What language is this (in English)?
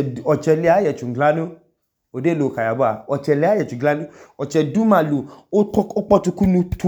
Idoma